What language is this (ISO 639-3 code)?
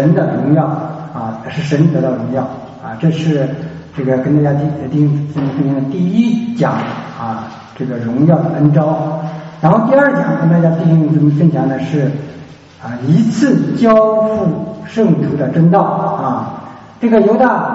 zho